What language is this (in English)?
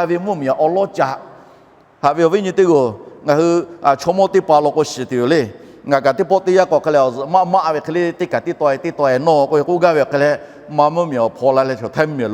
Lahu